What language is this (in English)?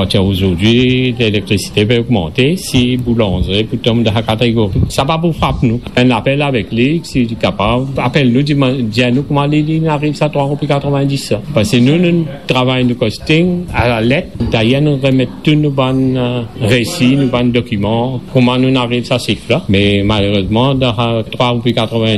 Morisyen